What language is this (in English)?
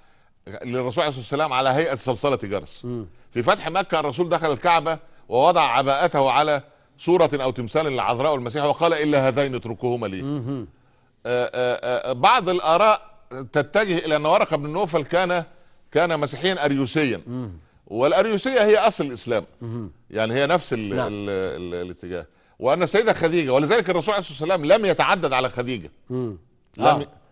Egyptian Arabic